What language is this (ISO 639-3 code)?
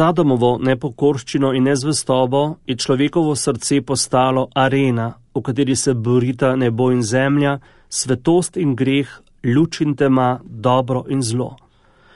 slv